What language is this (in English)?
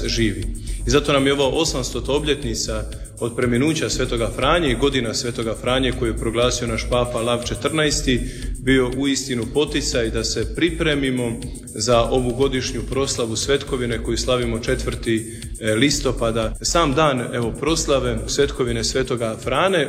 Croatian